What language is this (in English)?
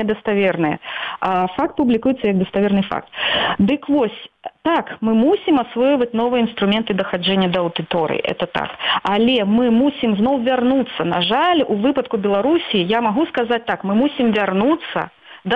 Belarusian